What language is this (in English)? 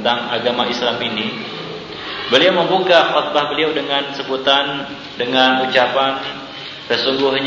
Indonesian